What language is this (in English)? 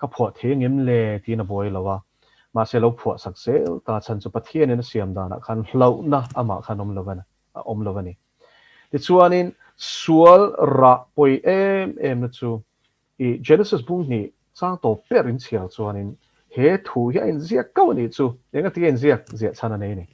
Mizo